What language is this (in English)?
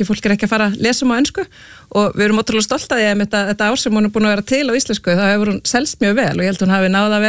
Icelandic